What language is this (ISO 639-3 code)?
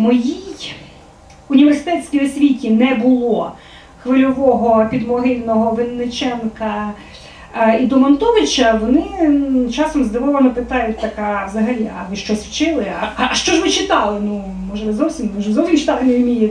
ukr